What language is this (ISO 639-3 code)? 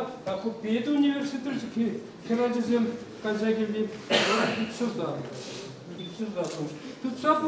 chv